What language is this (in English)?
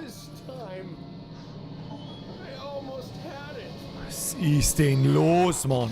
Bavarian